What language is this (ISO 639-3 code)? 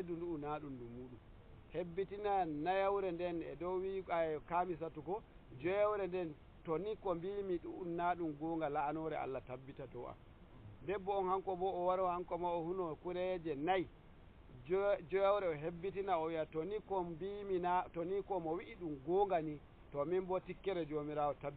fuv